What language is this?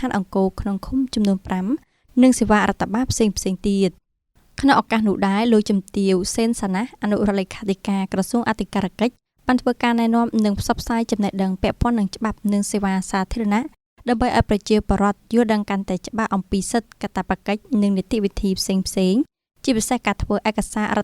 Khmer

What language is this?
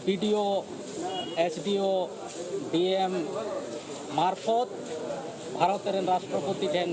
Santali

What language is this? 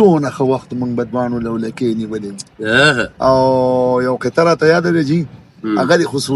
Pashto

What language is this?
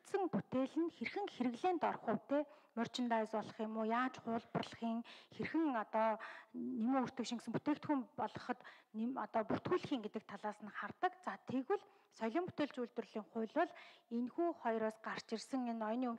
Mongolian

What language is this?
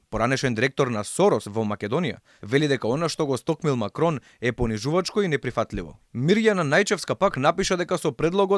Macedonian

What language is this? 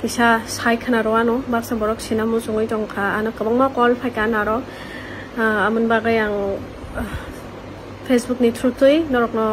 Kok Borok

